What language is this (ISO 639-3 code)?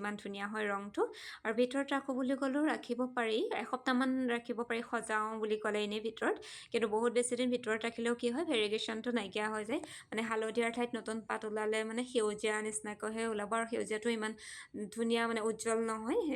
asm